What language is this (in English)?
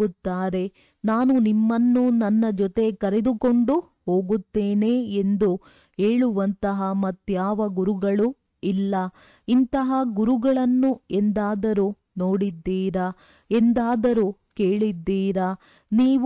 Kannada